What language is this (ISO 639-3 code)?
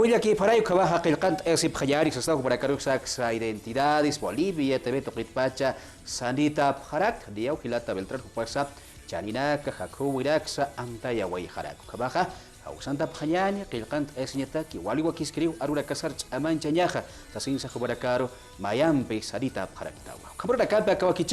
aym